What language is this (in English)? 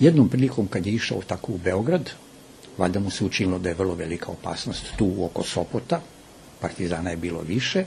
Serbian